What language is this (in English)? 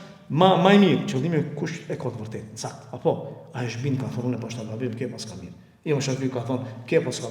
Albanian